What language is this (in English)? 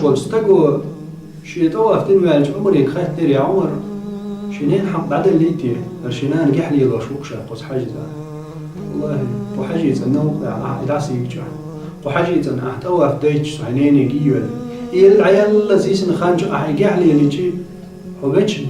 Chechen